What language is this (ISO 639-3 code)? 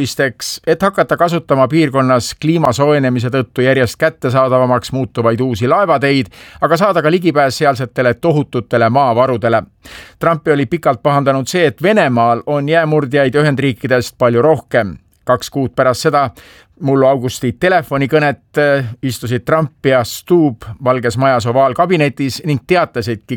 est